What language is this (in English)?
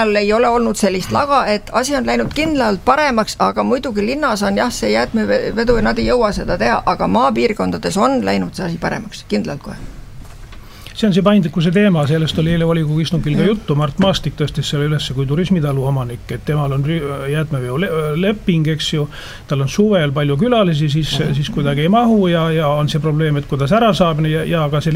Estonian